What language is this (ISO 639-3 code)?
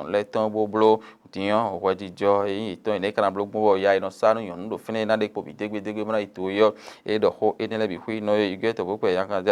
fon